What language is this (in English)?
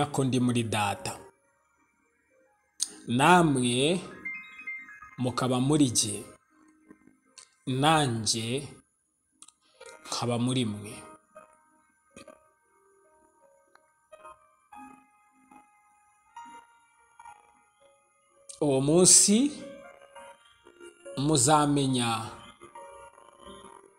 Kinyarwanda